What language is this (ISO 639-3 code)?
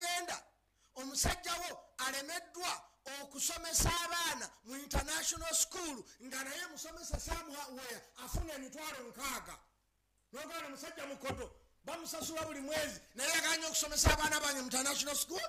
lug